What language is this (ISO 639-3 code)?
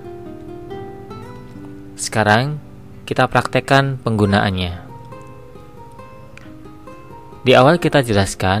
ind